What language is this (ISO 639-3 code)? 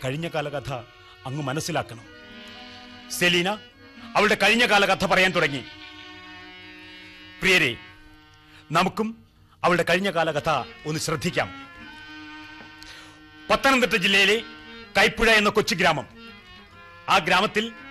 mal